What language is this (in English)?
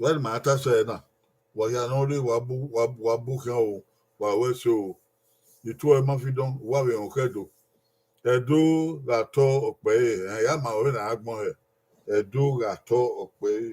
Bini